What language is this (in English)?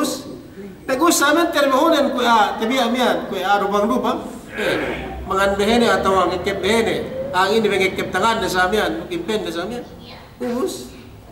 Yakan